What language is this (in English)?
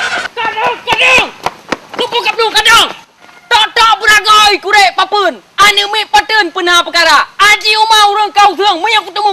Achinese